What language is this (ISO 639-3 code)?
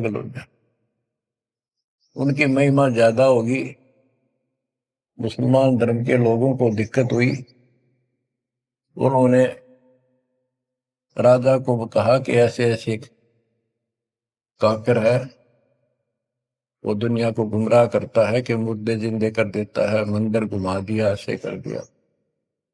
hin